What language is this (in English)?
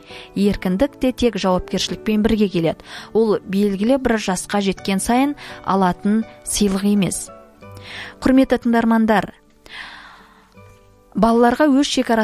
Kazakh